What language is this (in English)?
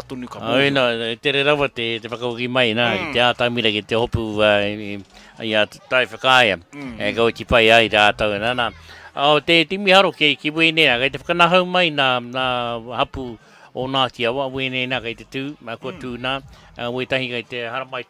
Māori